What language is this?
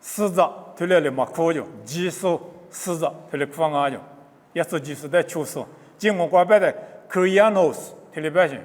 Lisu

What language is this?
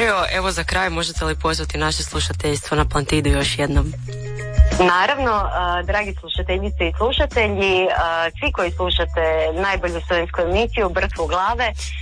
Croatian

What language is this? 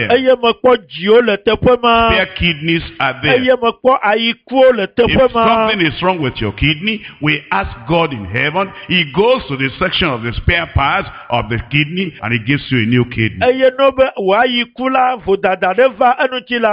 Ewe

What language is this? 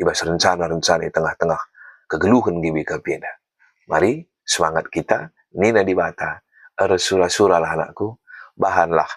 Batak Karo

